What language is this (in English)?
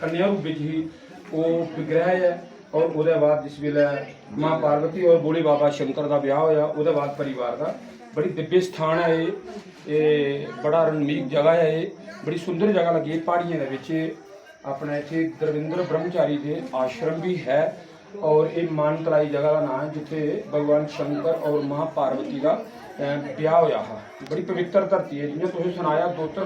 Dogri